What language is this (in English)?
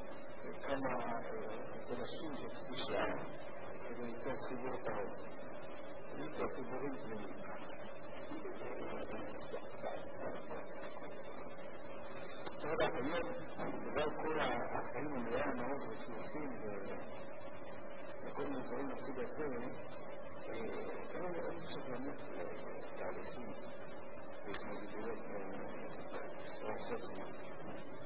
Hebrew